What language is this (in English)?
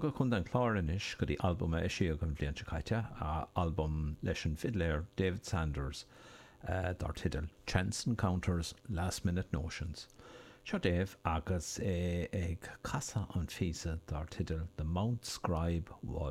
Irish